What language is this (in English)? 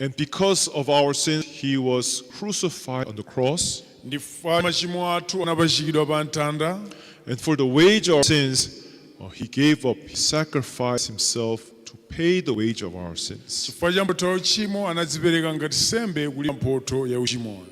Nyanja